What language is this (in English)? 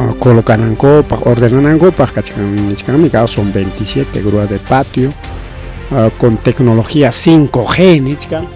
Ayacucho Quechua